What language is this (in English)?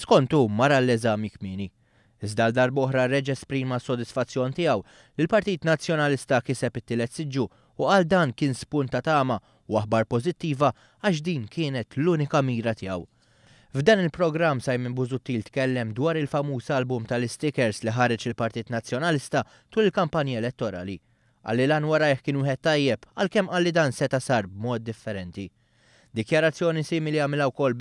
Maltese